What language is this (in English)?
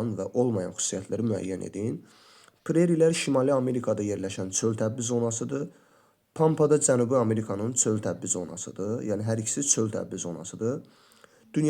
Azerbaijani